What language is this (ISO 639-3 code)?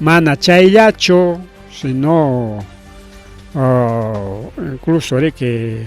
quy